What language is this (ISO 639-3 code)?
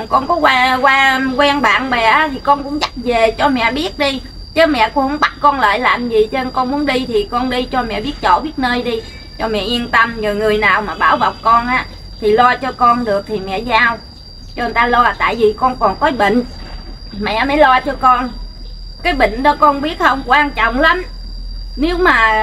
vie